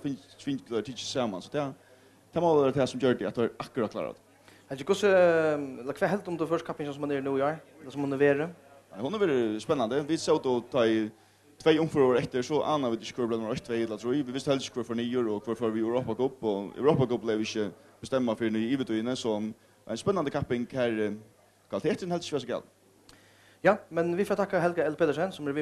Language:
Faroese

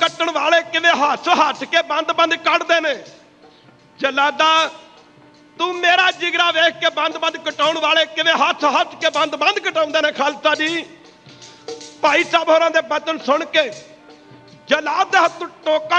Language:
Punjabi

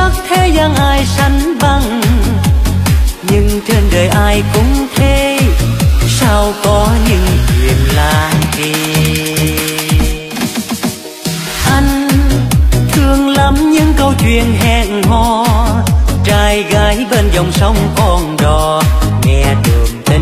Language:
Vietnamese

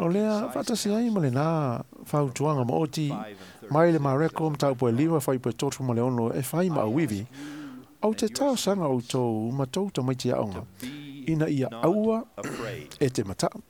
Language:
Samoan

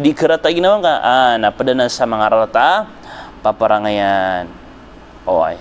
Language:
Maranao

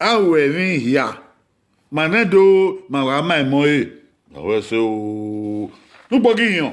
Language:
Bini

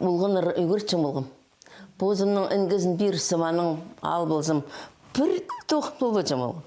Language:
Khakas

